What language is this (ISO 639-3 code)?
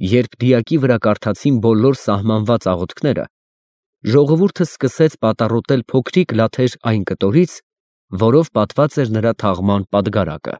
hye